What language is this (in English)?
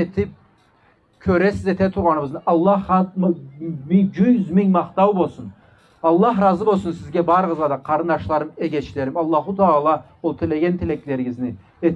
Karachay-Balkar